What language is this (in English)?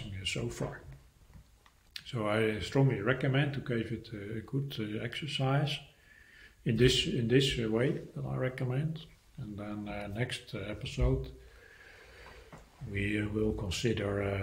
English